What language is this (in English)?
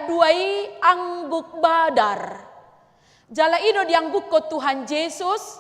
Batak Toba